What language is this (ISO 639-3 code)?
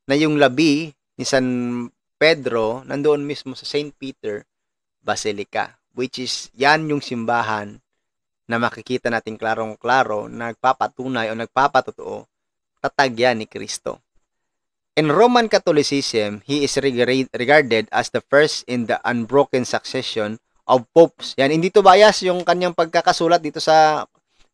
fil